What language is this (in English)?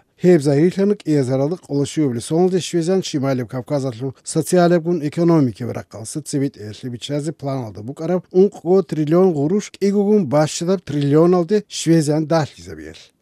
Avaric